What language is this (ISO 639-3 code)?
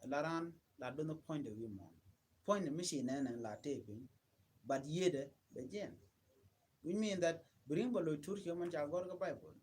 nus